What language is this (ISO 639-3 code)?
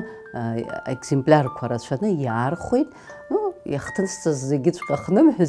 abk